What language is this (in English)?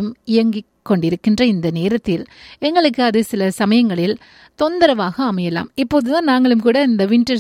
Tamil